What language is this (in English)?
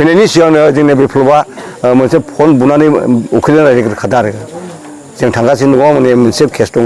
Bodo